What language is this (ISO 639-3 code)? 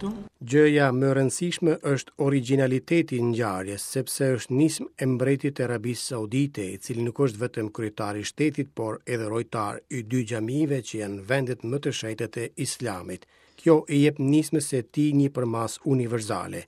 sqi